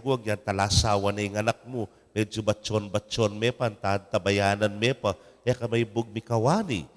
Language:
Pampanga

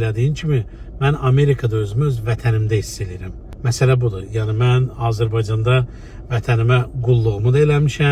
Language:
Azerbaijani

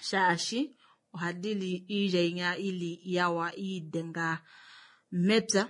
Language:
Kuanyama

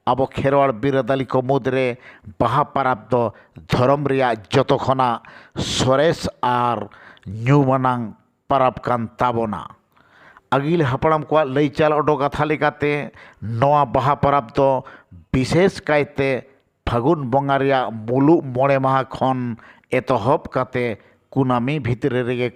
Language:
Santali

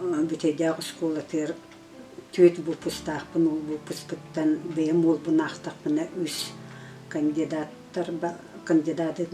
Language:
Yakut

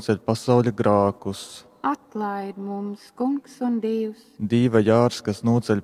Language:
Latgalian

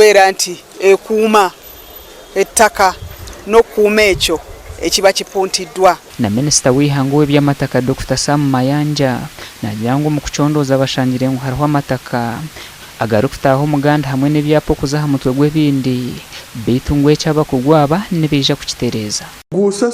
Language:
Nyankole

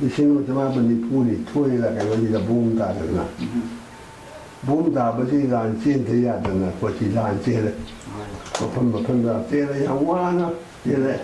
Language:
Manipuri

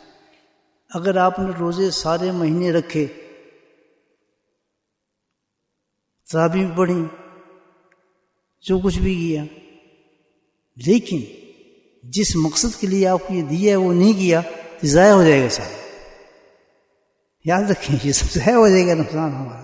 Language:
Urdu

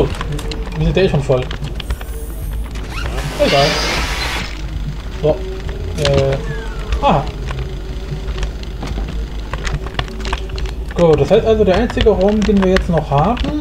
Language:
German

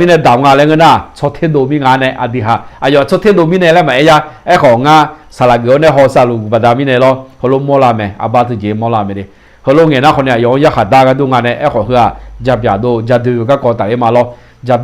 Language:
Akha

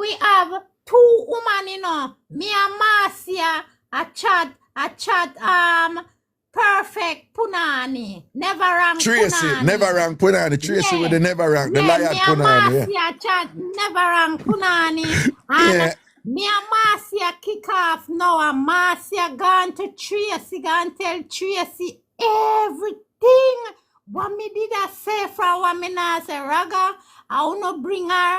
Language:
Jamaican Creole English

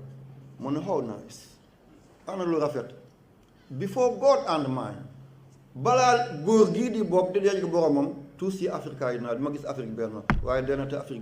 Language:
Wolof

